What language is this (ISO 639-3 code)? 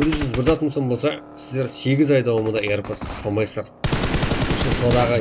kaa